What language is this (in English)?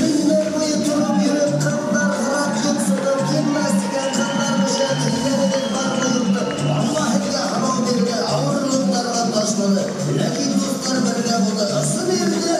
Bashkir